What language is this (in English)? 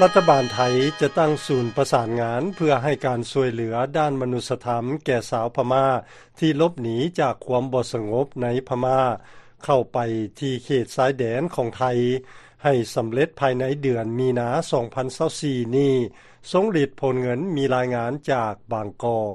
Lao